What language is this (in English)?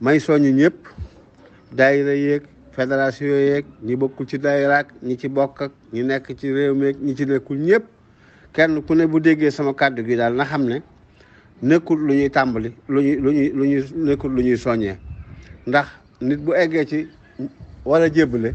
Wolof